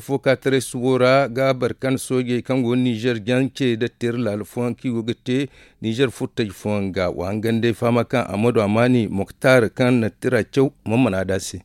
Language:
Zarma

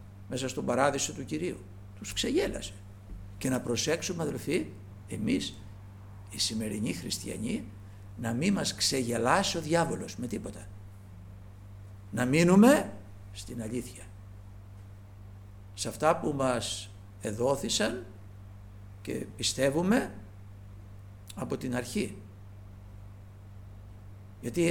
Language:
Greek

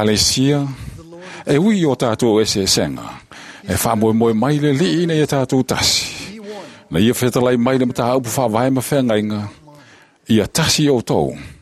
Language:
Samoan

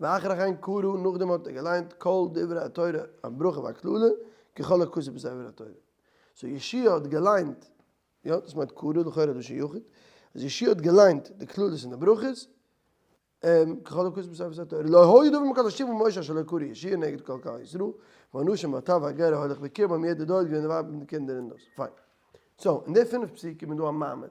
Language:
Yiddish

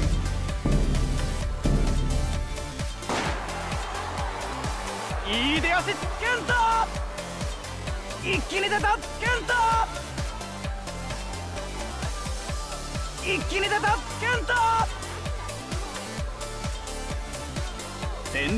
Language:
Japanese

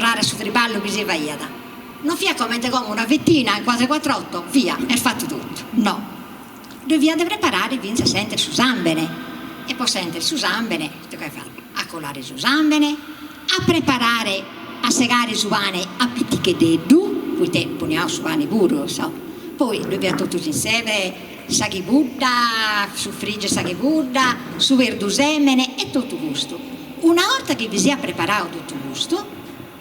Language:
Sardinian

